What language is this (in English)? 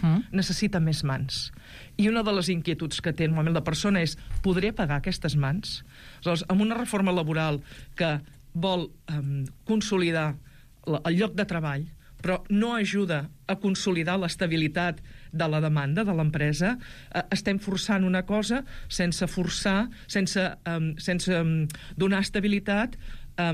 Catalan